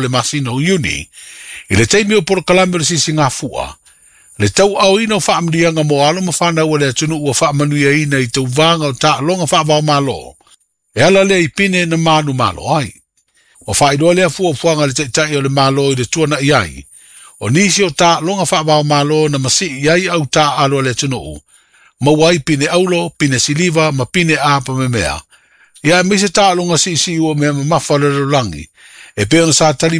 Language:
Samoan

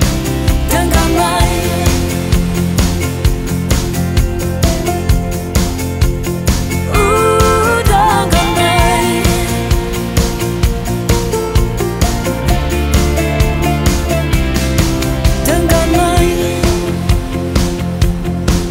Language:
Afrikaans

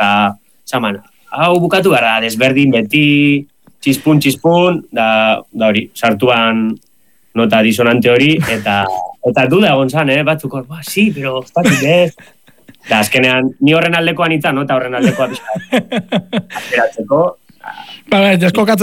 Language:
Basque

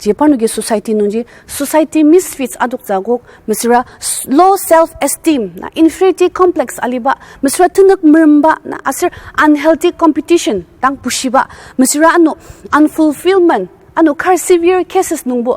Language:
Ao Naga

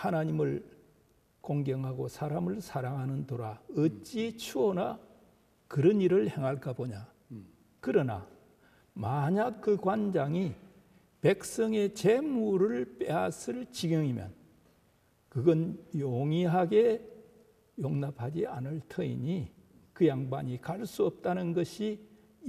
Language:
Korean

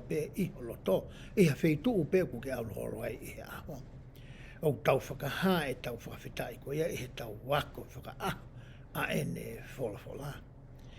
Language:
Tongan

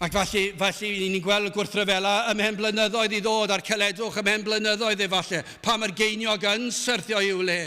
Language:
Welsh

